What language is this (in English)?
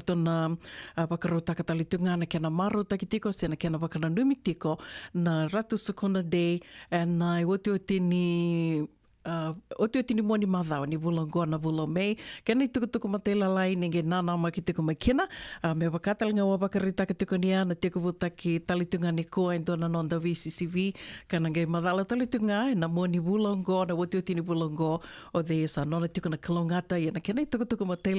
Fijian